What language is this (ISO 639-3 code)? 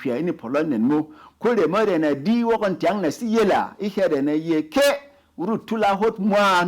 bom